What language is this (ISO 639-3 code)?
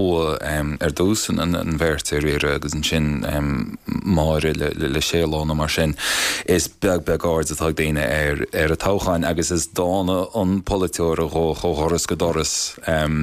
gle